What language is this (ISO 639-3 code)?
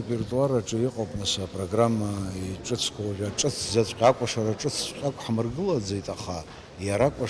abk